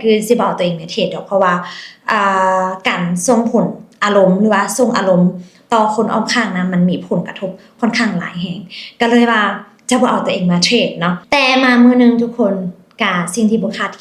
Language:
Lao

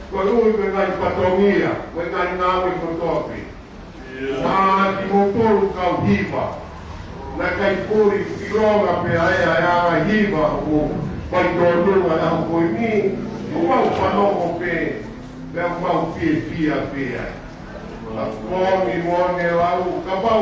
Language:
Tongan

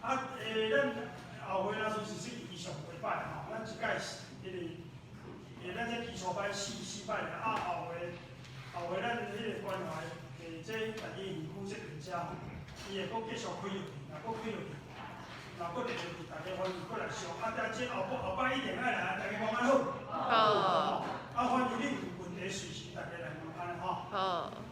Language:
Min Nan Chinese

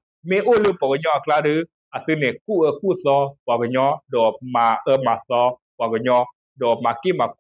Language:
S'gaw Karen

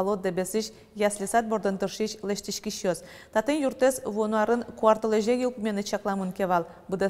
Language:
Udmurt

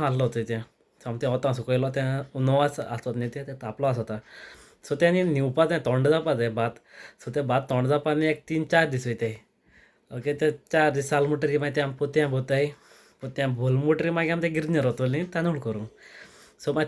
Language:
Konkani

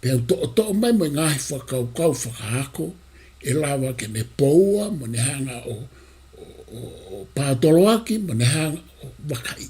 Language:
Tongan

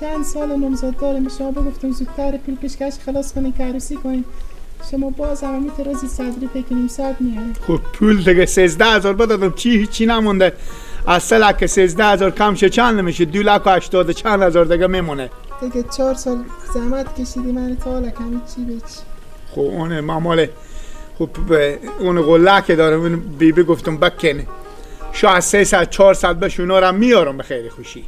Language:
Persian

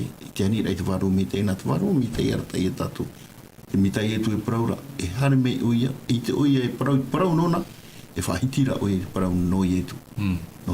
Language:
Tahitian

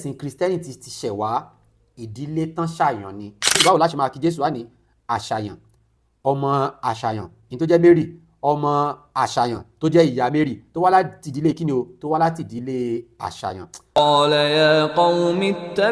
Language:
Yoruba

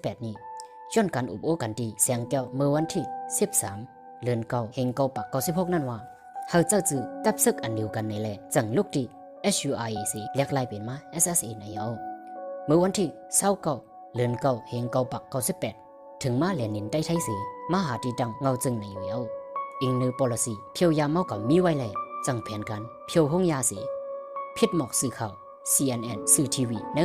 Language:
Shan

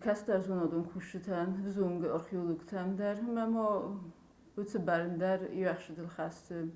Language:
Ossetic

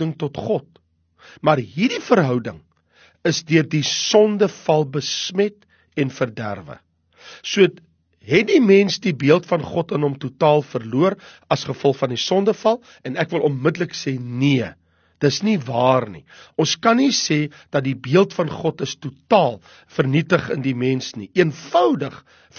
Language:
Afrikaans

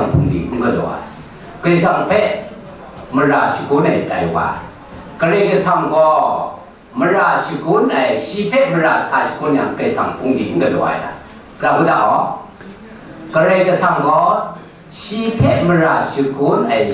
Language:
Kachin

